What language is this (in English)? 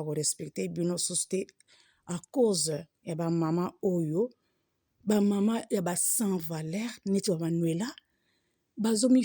Lingala